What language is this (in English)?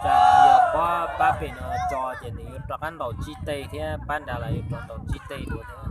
Hmong